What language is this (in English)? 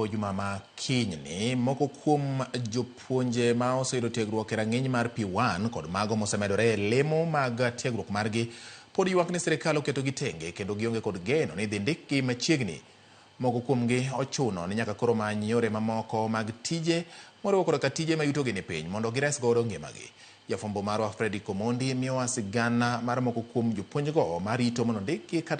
Luo (Kenya and Tanzania)